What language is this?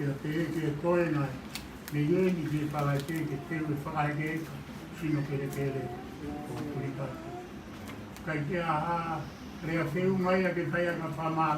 Tongan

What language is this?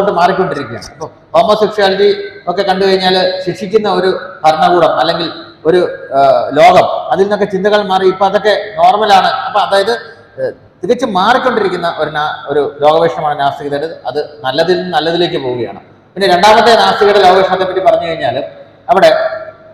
Malayalam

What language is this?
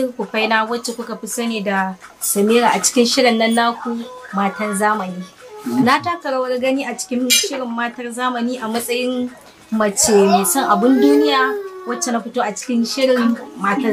Hausa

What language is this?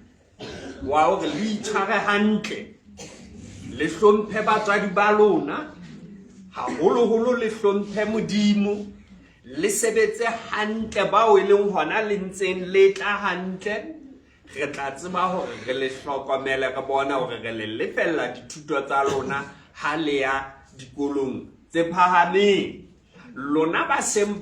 Southern Sotho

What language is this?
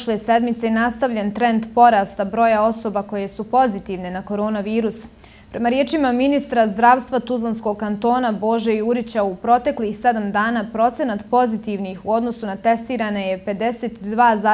Bosnian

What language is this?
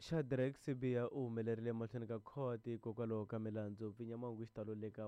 Tsonga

